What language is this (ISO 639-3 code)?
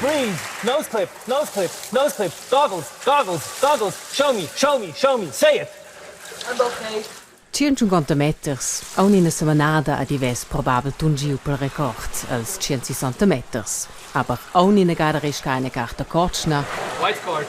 roh